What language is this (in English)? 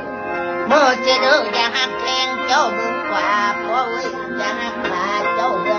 Lao